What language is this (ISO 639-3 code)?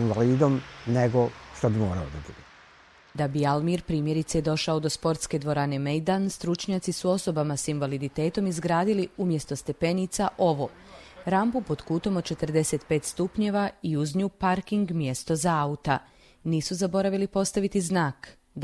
bos